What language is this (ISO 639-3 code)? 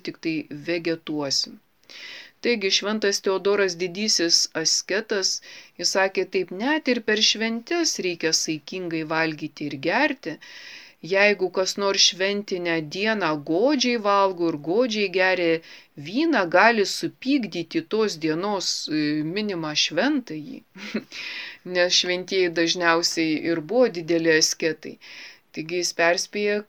lit